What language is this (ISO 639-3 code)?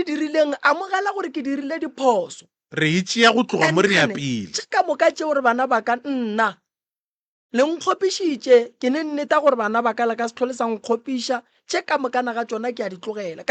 nso